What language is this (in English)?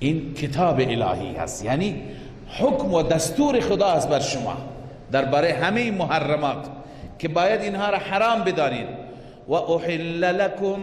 Persian